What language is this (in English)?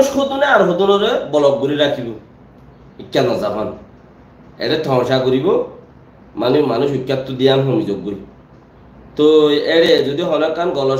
Rohingya